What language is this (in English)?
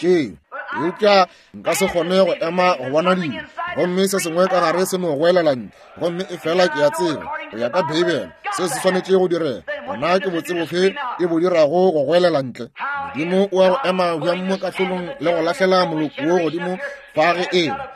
Northern Sotho